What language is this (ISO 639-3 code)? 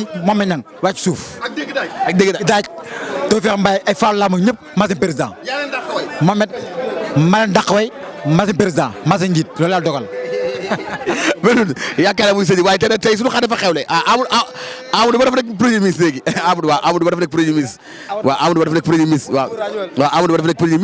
wol